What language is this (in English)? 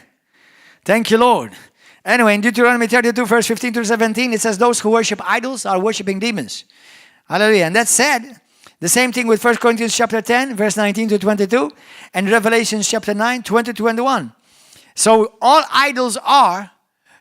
English